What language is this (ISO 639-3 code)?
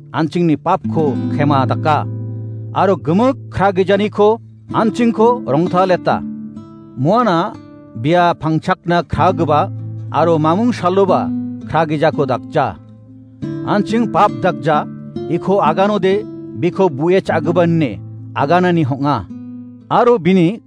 grt